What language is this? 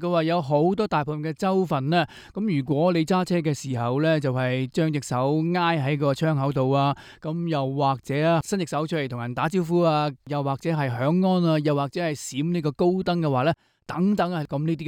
Cantonese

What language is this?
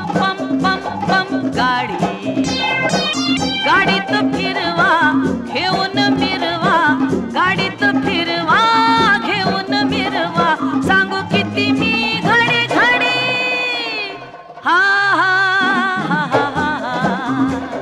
Marathi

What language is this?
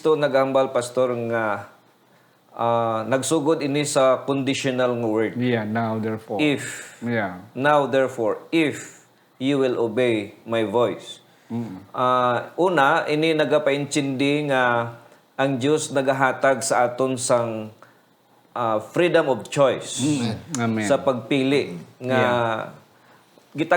Hiligaynon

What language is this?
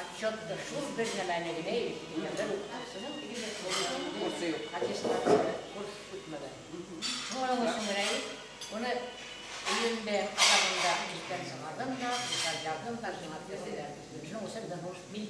Bashkir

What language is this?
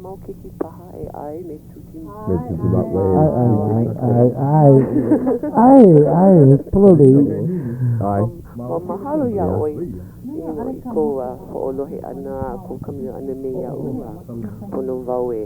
Hawaiian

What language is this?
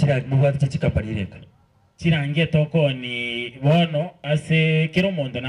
Gusii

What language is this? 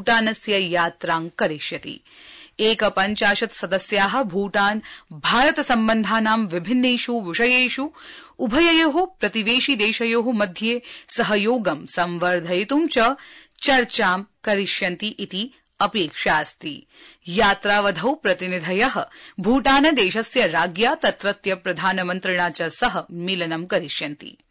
Sanskrit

